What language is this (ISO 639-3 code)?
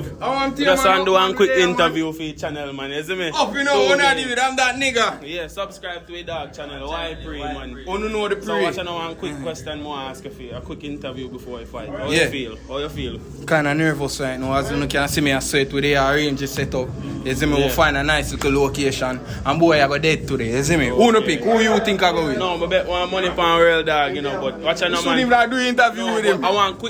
jam